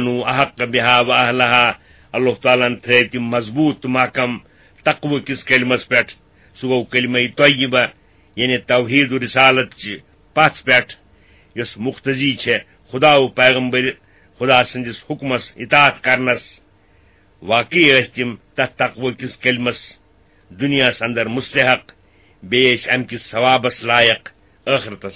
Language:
Kashmiri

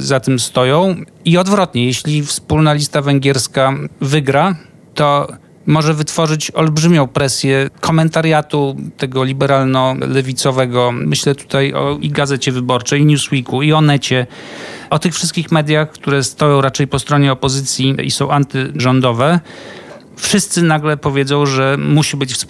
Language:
Polish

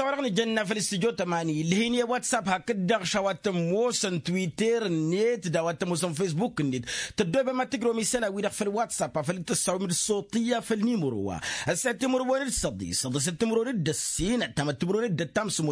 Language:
Tamasheq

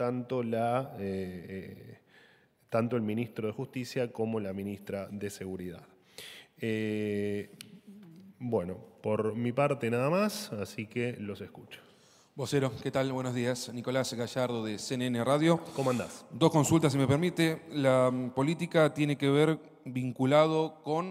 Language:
Spanish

